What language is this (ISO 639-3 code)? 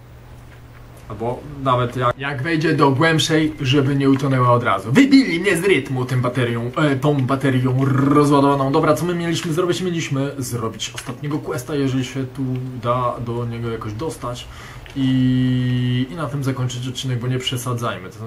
pol